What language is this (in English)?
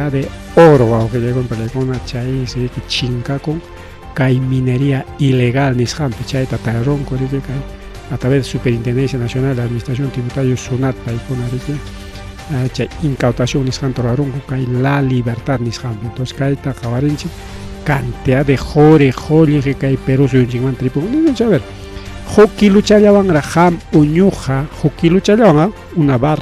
Ayacucho Quechua